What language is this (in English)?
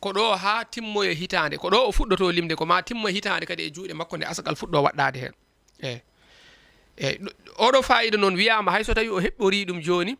Fula